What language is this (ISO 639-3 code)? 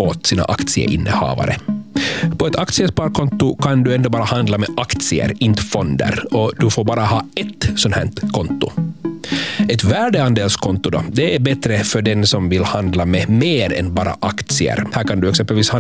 swe